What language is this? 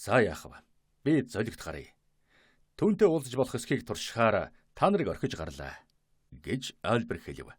Mongolian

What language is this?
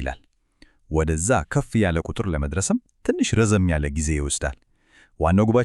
Amharic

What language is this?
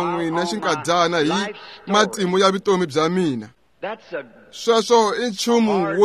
Tsonga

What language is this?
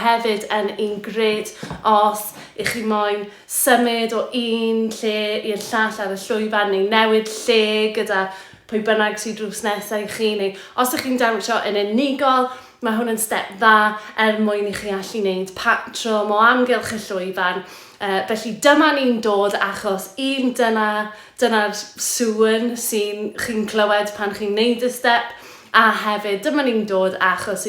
Welsh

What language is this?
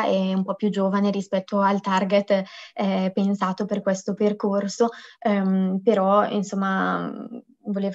Italian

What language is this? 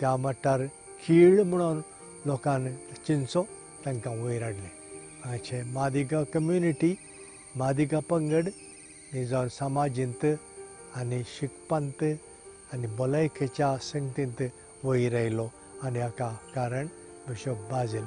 Konkani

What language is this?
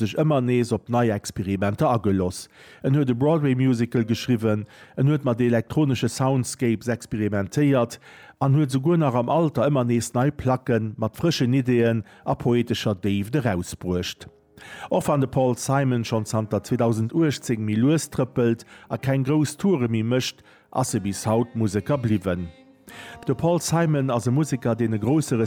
Luxembourgish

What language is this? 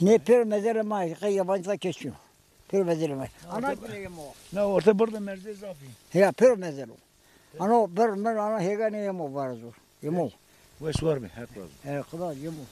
Zaza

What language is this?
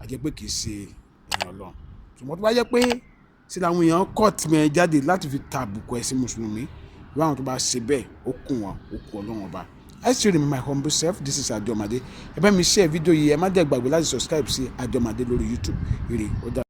Yoruba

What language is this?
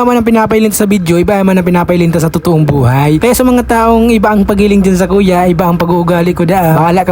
Bikol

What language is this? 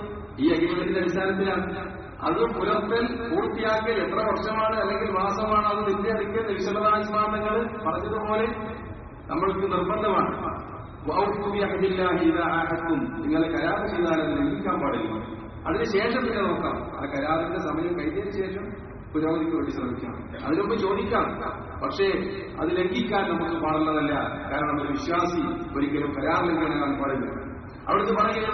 Malayalam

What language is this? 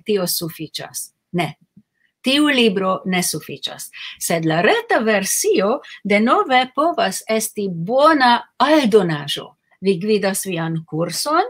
Esperanto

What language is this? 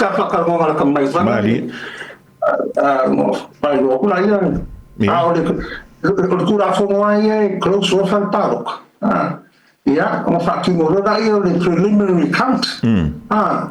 Samoan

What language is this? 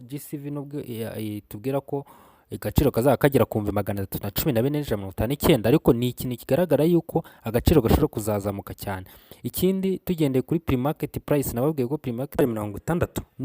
Kinyarwanda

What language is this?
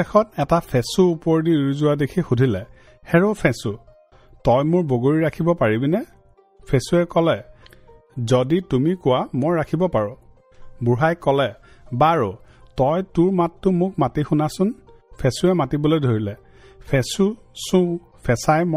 Assamese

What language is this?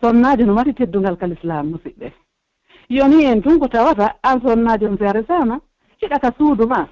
Pular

